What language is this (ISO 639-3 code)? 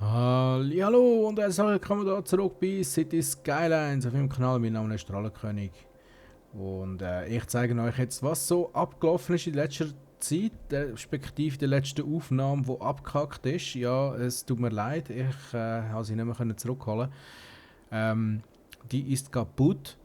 gsw